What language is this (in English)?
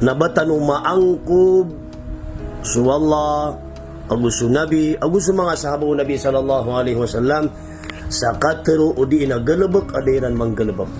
Maranao